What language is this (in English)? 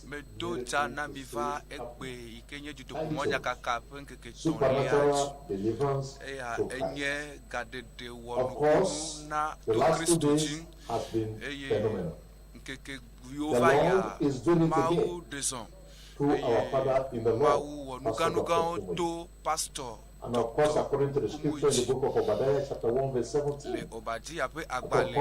Ewe